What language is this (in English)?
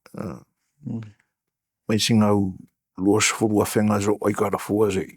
Samoan